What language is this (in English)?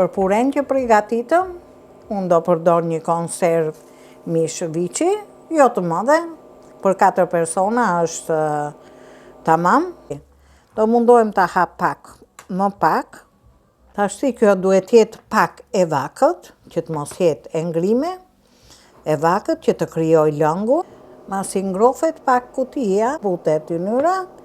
Albanian